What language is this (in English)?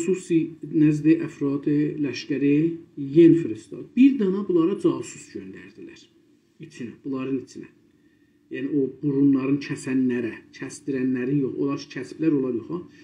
South Azerbaijani